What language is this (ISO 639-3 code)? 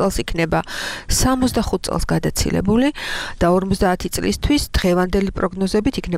kat